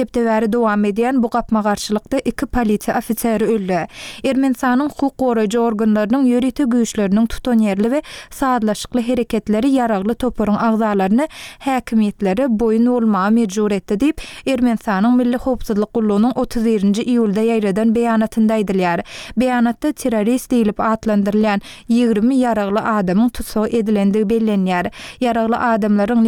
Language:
Turkmen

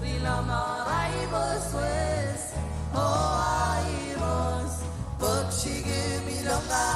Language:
Marshallese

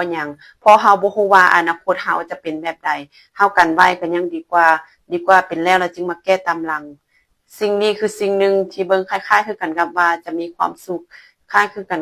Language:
Lao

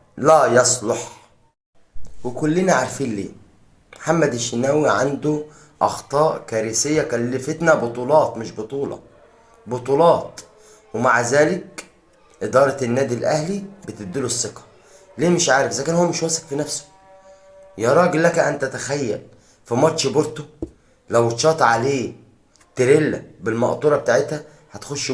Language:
Egyptian Arabic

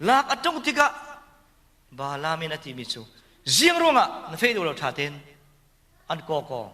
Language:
Falam Chin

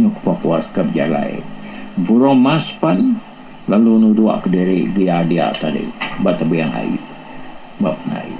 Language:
Iban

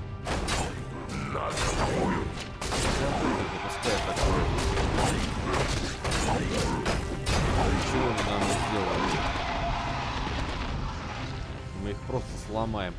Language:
Russian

